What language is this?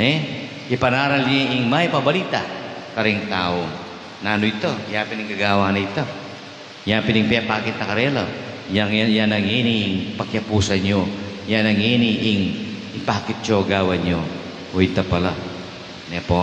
Pampanga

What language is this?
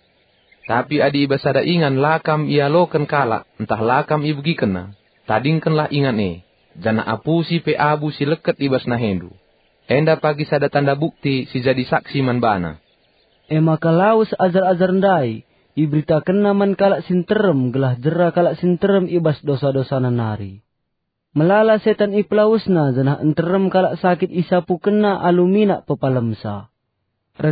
Batak Karo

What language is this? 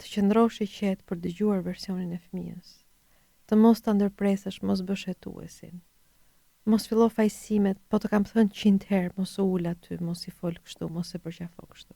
Albanian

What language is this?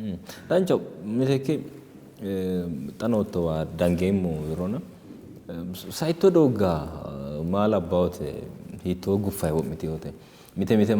Sidamo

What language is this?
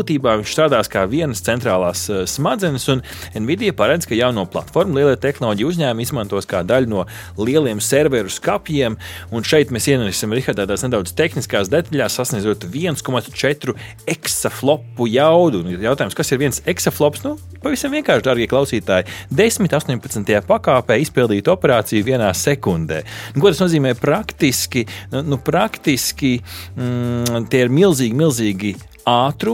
Latvian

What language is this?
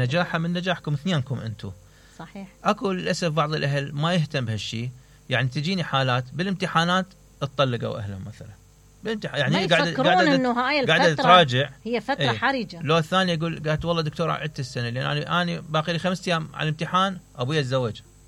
Mesopotamian Arabic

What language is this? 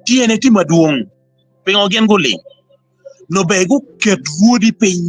Acoli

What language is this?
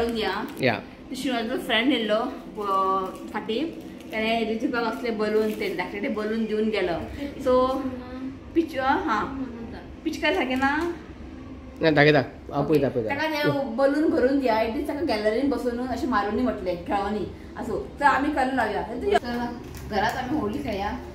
Konkani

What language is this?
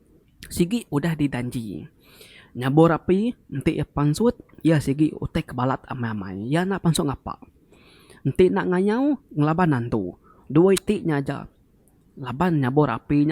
Iban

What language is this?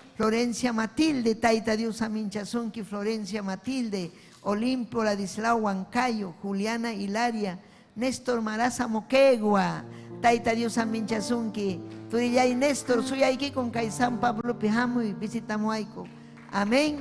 Ayacucho Quechua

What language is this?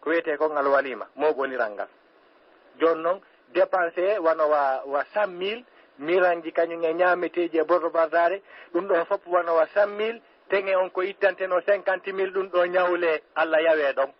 Fula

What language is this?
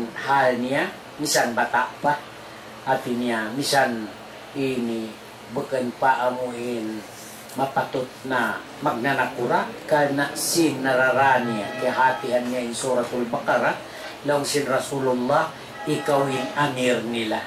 Tausug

